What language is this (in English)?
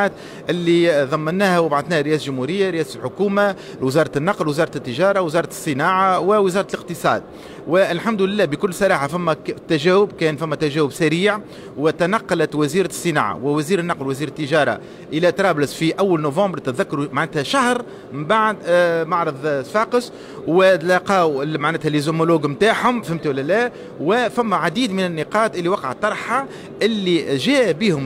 Tunisian Arabic